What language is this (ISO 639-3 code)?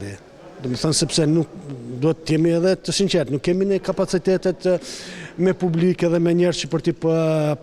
sqi